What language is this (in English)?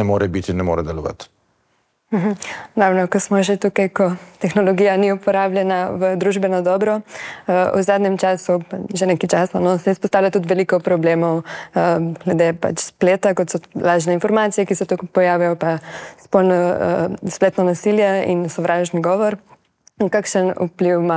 Slovenian